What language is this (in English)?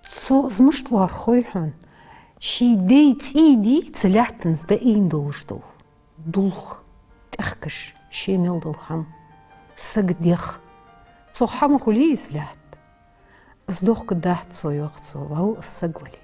Ingush